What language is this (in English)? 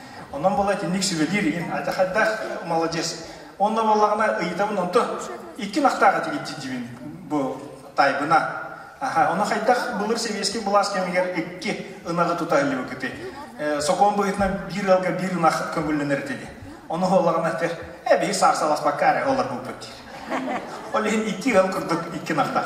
Yakut